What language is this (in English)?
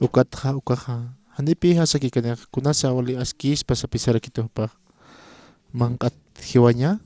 Aymara